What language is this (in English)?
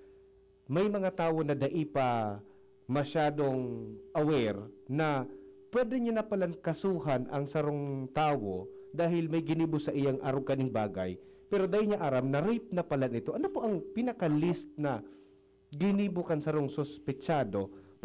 Bikol